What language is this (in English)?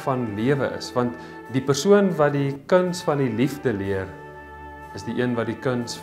Afrikaans